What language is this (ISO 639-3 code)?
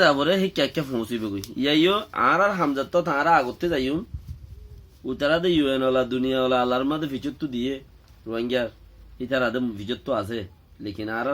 rhg